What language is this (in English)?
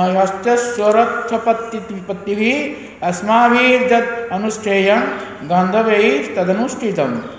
Odia